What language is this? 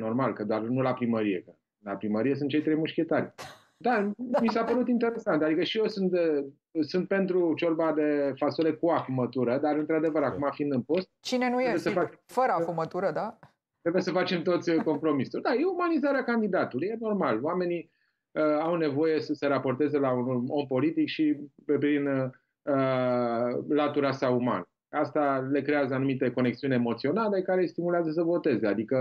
Romanian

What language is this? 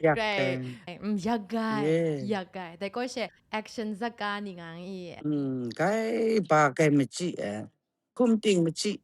Kachin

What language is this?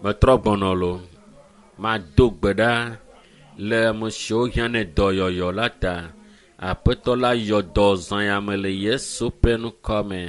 Ewe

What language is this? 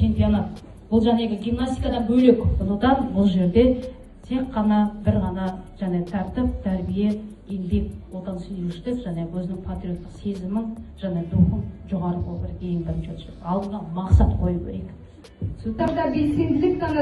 Kazakh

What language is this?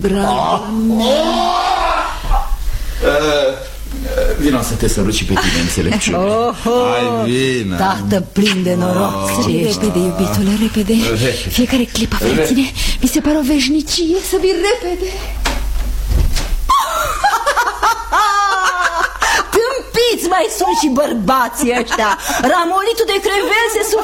Romanian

